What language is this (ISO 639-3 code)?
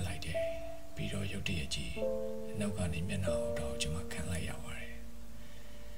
mya